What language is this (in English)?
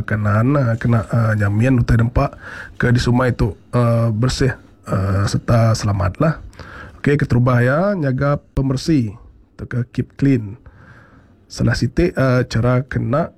Iban